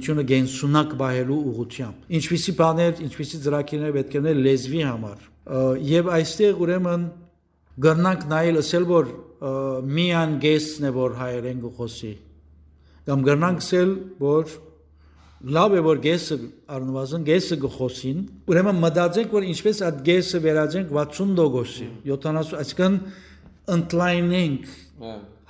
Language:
Western Armenian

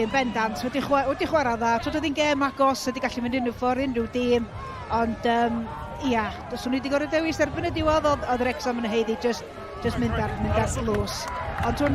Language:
Welsh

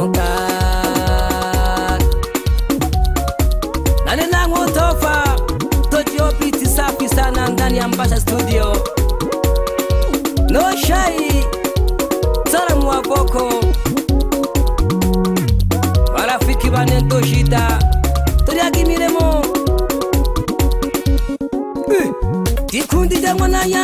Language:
Swahili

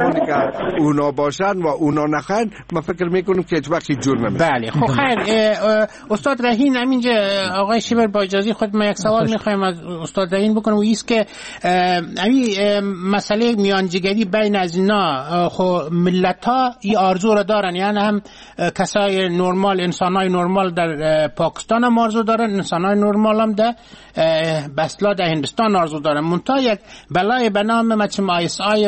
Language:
Persian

